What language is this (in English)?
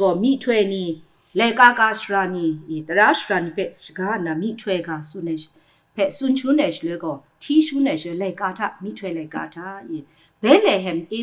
Kachin